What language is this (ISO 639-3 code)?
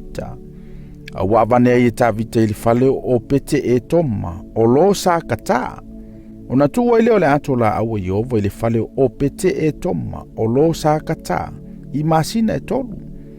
smo